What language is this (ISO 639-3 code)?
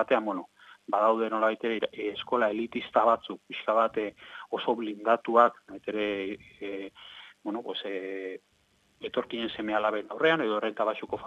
eus